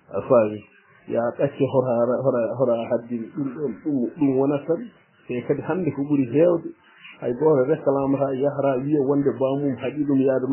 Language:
Fula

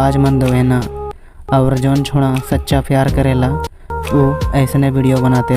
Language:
Sadri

